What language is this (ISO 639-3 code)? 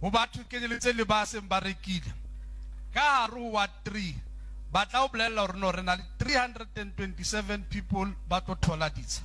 sot